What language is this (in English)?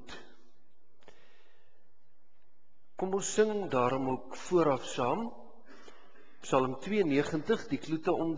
Afrikaans